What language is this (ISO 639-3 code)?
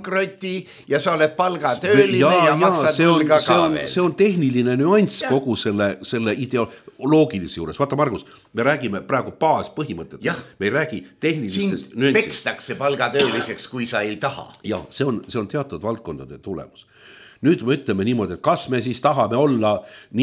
est